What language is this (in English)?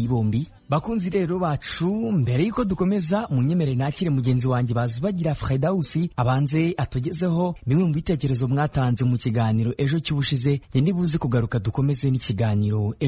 Kinyarwanda